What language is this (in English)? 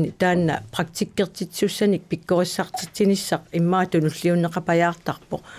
Kalaallisut